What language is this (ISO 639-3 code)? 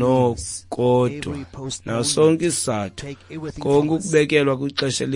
xho